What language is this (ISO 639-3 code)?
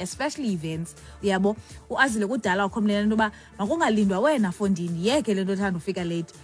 xho